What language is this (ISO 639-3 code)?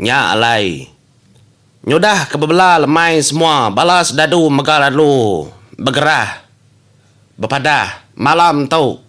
iba